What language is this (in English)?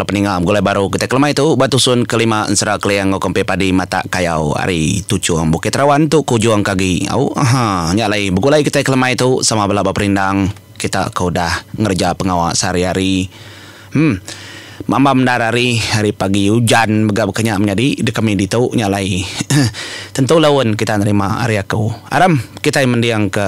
Iban